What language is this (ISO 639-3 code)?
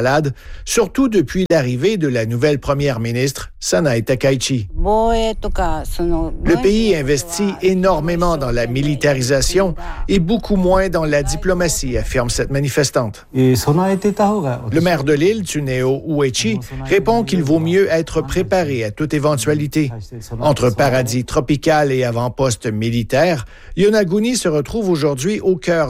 fra